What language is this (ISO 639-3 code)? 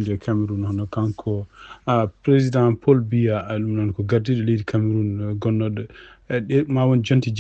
ful